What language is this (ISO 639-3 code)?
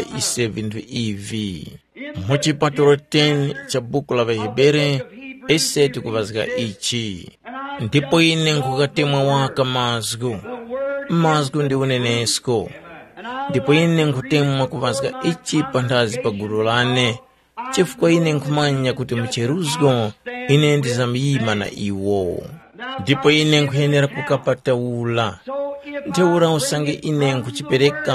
tum